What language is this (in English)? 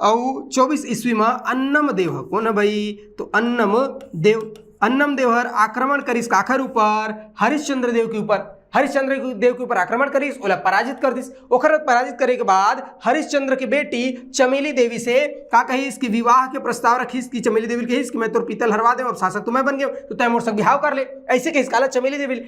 Chhattisgarhi